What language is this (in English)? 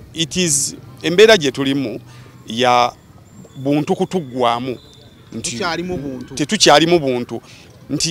Ganda